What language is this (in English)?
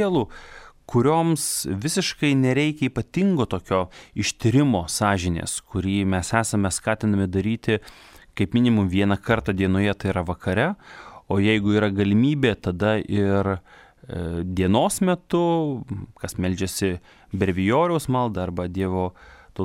Lithuanian